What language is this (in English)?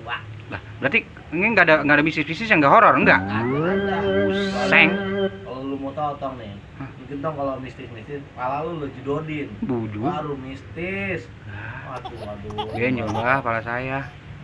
Betawi